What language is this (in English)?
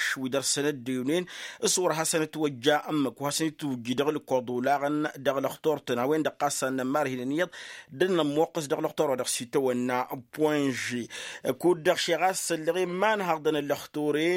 Tamasheq